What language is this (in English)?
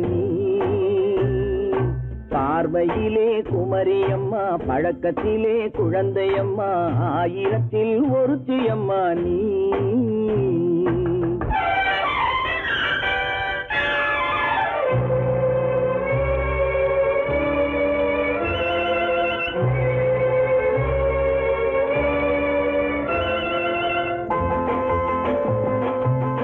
Tamil